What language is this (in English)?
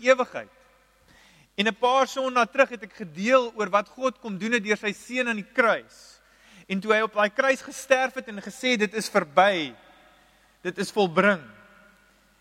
Afrikaans